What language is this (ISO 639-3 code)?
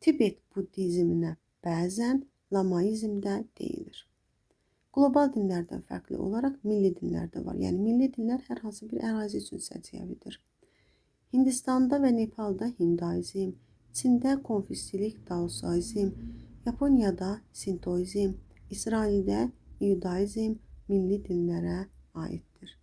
aze